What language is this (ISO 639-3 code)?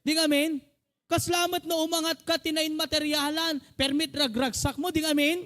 ilo